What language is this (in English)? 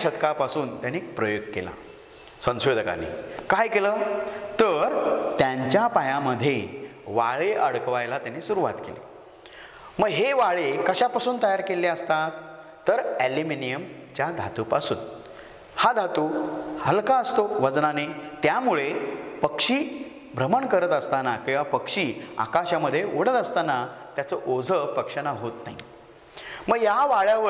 Marathi